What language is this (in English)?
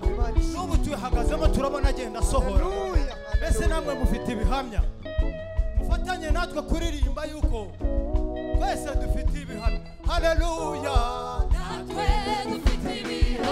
Kinyarwanda